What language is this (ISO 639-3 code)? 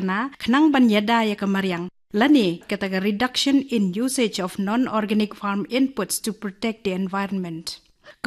kha